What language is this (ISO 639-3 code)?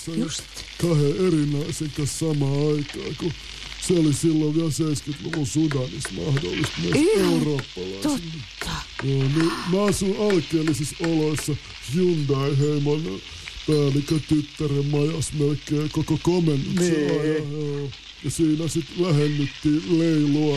fin